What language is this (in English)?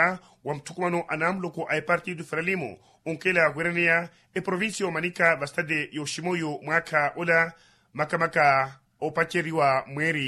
Makhuwa